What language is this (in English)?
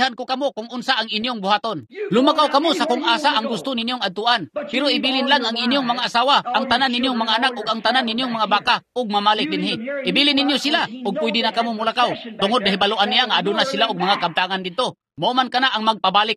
Cebuano